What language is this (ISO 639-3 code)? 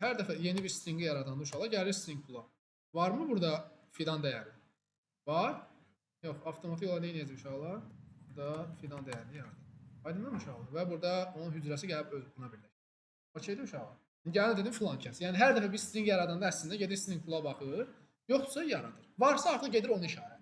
aze